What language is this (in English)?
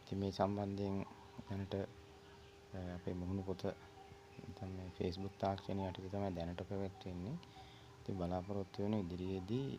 Sinhala